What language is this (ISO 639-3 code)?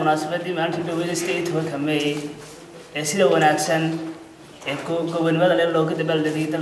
som